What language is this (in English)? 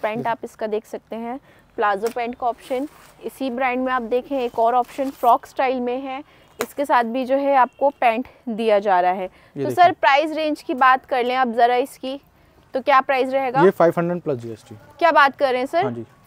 Hindi